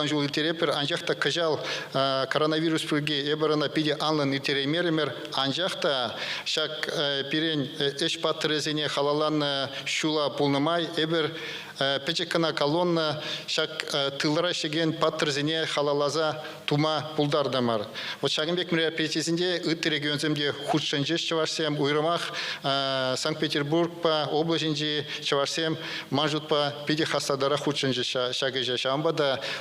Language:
Chuvash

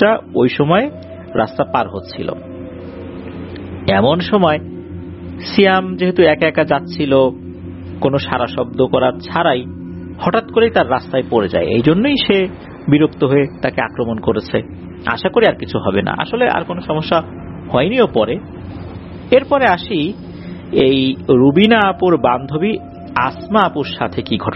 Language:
Bangla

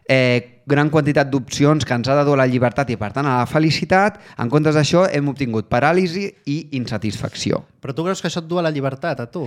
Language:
Catalan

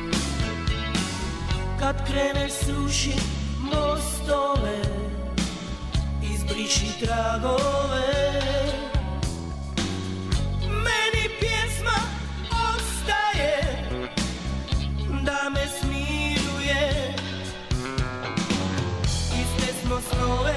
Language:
Serbian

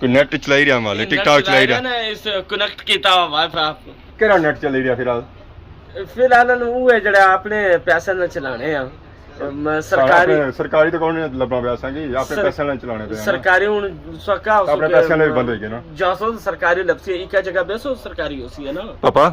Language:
Pahari-Potwari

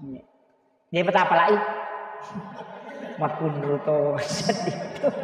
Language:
Buginese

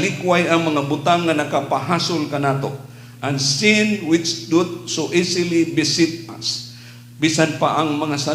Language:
Cebuano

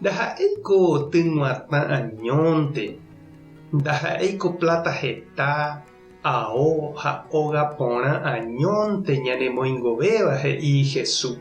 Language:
Guarani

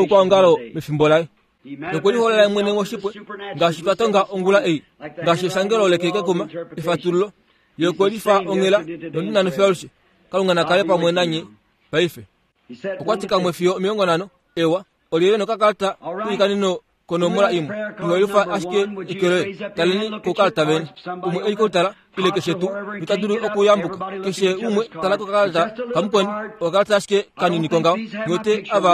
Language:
Kuanyama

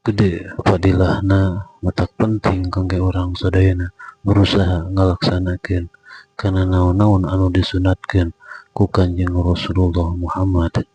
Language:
Sundanese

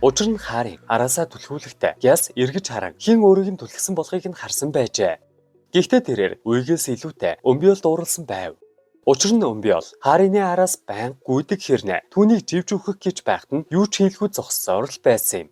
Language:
Mongolian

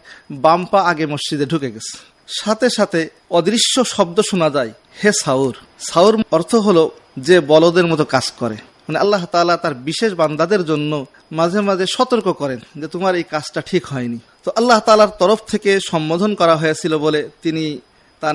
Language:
Bangla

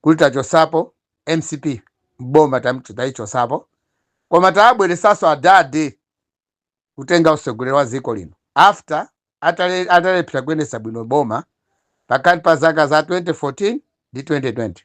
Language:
Nyanja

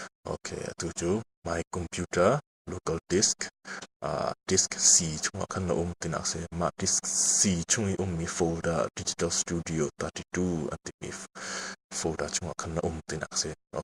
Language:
Hakha Chin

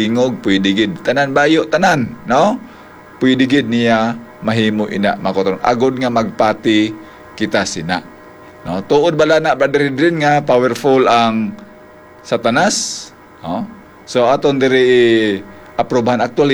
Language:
Hiligaynon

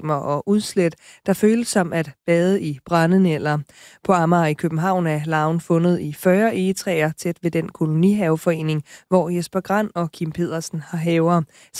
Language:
Danish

